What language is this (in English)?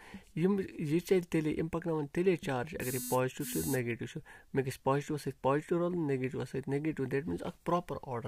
Kashmiri